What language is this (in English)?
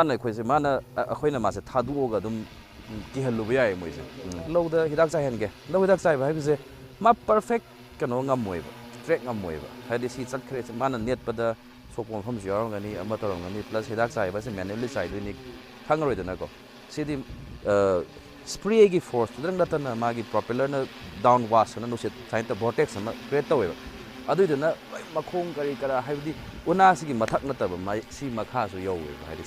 Manipuri